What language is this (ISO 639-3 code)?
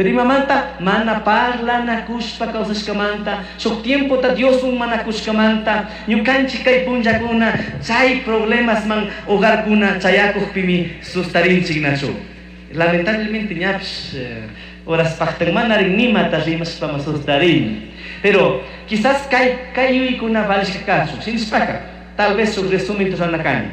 qug